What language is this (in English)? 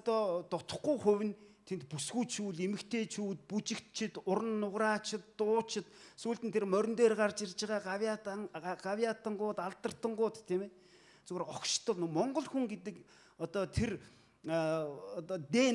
Mongolian